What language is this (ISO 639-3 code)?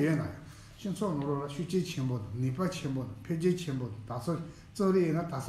bod